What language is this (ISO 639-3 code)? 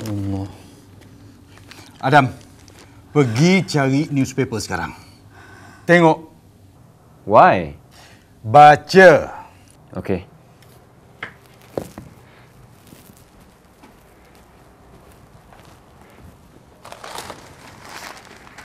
msa